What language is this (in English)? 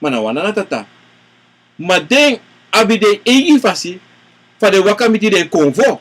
Sranan Tongo